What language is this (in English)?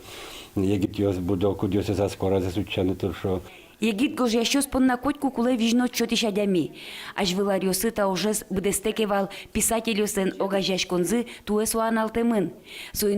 Udmurt